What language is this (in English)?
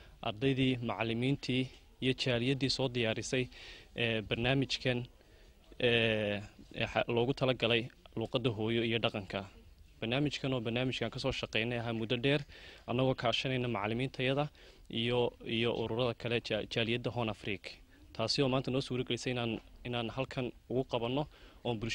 Somali